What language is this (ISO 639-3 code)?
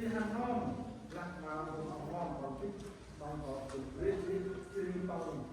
cmo